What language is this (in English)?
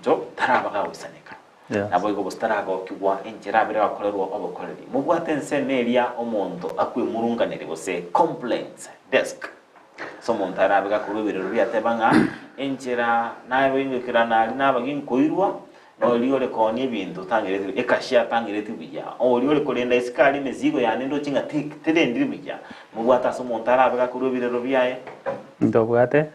Gusii